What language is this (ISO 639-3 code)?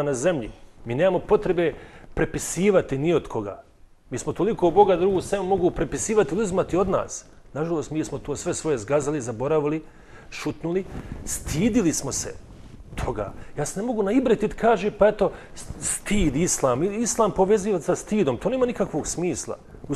bos